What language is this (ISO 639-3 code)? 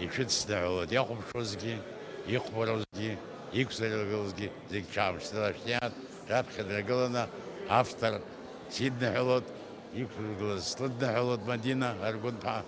abk